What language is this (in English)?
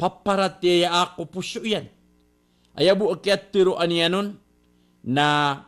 Maranao